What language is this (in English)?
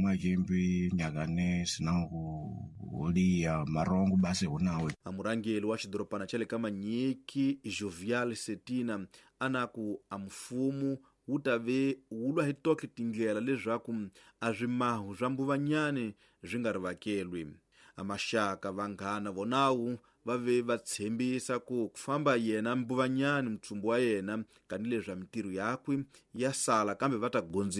Tsonga